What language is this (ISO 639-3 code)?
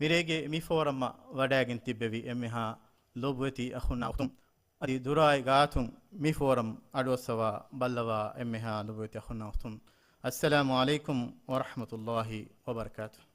div